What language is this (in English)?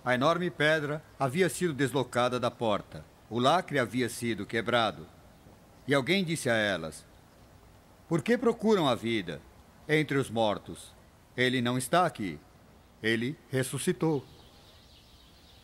Portuguese